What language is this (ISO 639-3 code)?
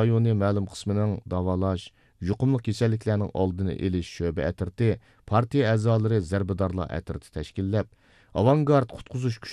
uig